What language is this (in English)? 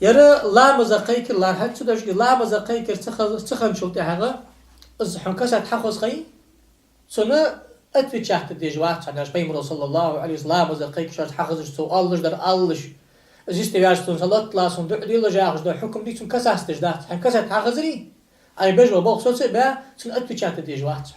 Ingush